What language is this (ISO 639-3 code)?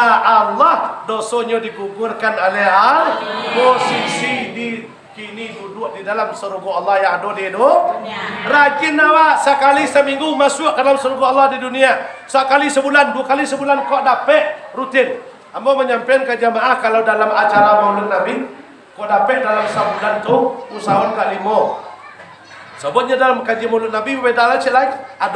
min